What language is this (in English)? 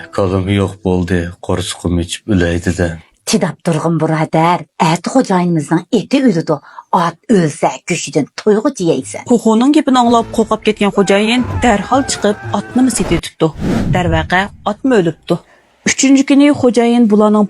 Uyghur